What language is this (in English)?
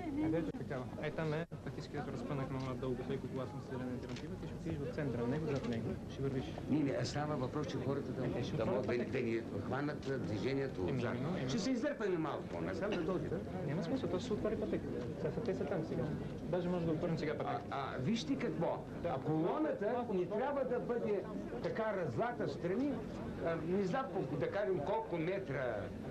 Bulgarian